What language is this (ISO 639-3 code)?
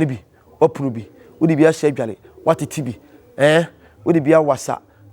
aka